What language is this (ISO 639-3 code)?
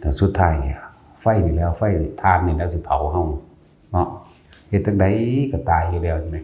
tts